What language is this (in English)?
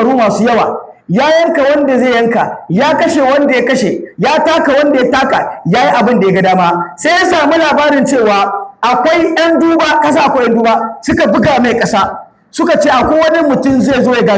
Hausa